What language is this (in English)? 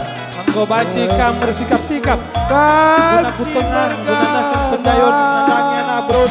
Batak Karo